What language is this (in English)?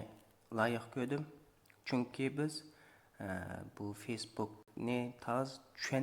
Uyghur